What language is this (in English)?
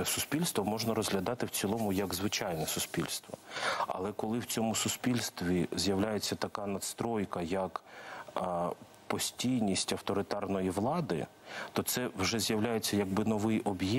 Ukrainian